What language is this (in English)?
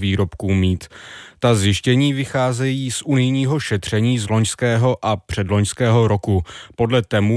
Czech